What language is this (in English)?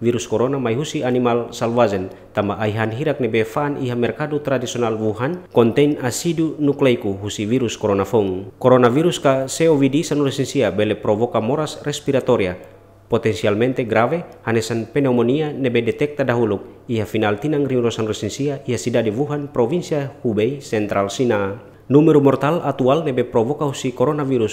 Tetum